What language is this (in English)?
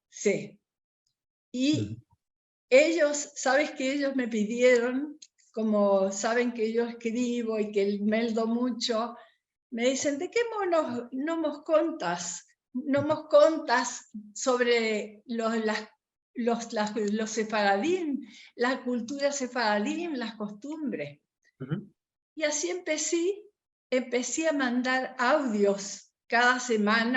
Ladino